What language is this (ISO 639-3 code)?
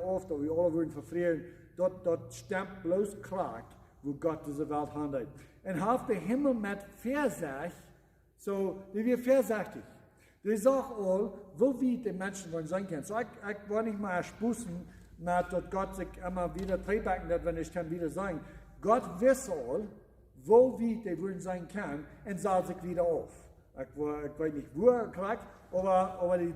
pdt